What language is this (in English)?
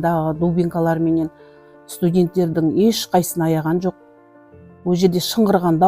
Kazakh